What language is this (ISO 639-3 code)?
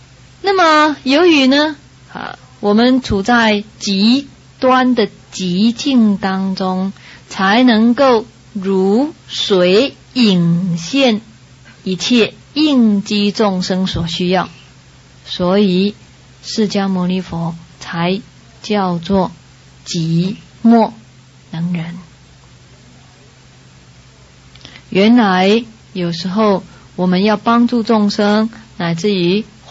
zho